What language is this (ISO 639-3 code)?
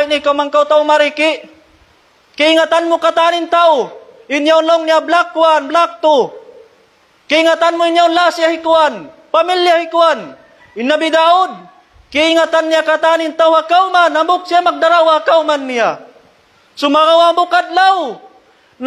tsg